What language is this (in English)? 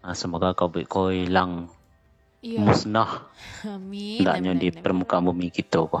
Minangkabau